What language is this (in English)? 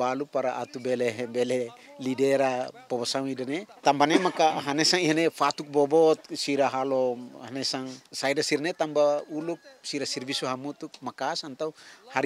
Tetum